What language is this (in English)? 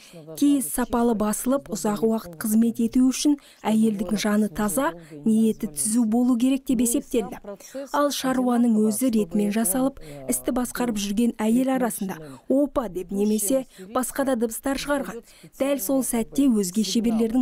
Kazakh